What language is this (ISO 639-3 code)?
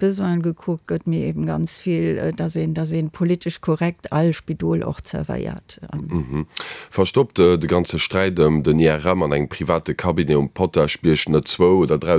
ltz